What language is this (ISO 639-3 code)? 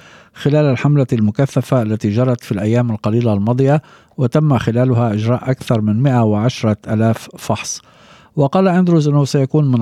ara